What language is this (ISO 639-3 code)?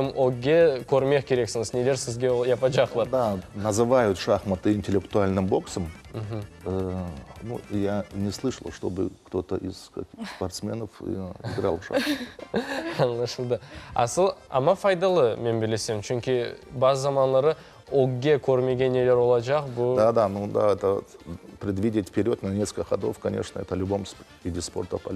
crh